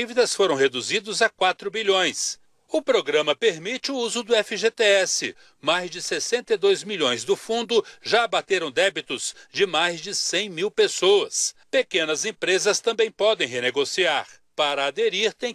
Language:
Portuguese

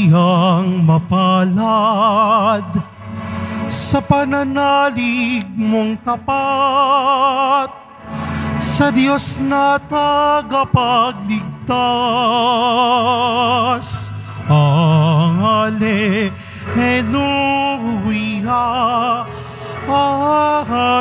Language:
Filipino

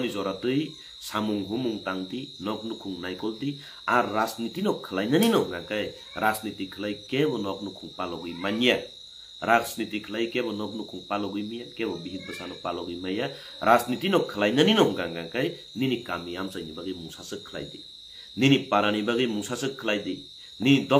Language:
Kok Borok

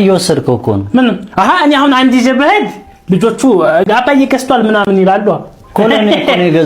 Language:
Amharic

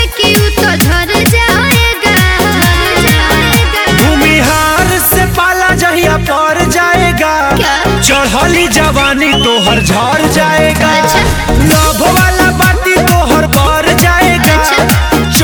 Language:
Bhojpuri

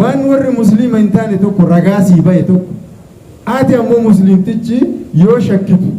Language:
Oromo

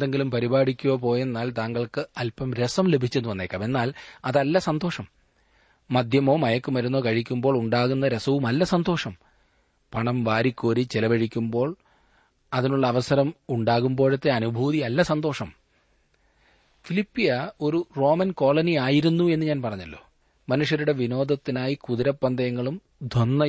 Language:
Malayalam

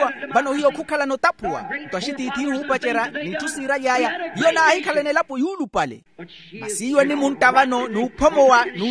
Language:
Makhuwa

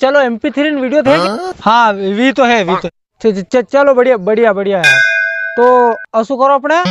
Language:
Rajasthani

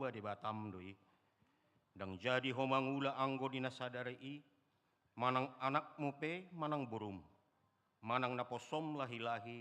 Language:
Batak Toba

